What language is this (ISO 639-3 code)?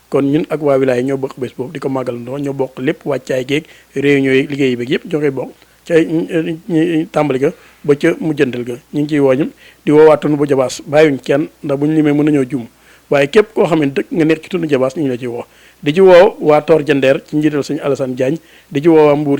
wol